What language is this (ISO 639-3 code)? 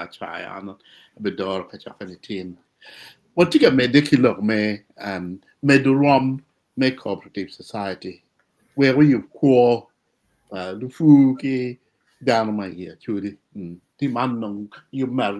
ach